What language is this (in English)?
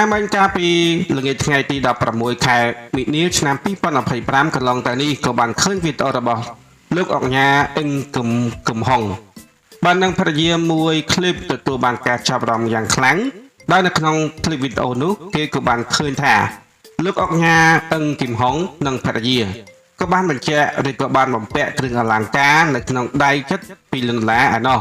Khmer